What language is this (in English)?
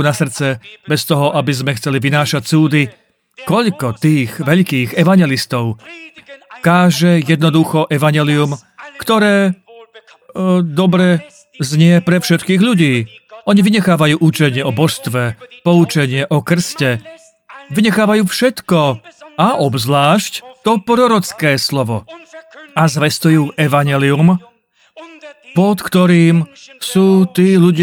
Slovak